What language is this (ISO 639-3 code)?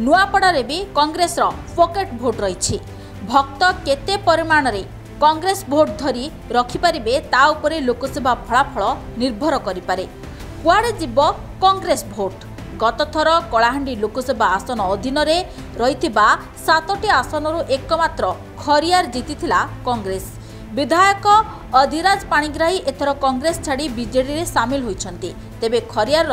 ori